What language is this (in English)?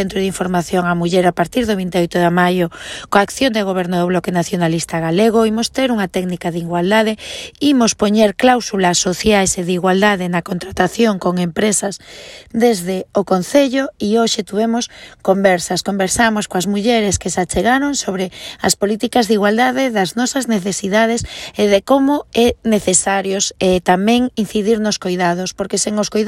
Galician